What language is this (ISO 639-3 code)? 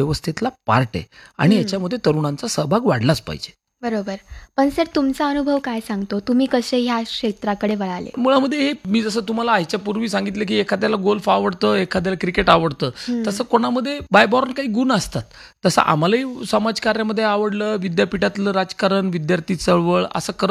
mar